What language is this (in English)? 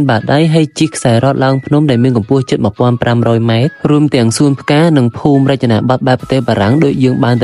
Khmer